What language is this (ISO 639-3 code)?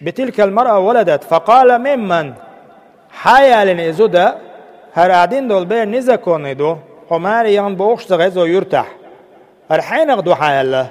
che